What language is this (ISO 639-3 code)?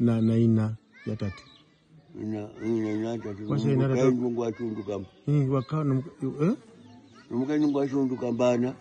her